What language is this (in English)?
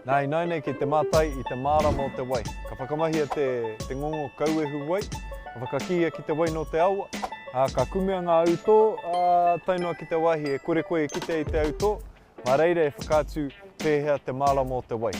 Māori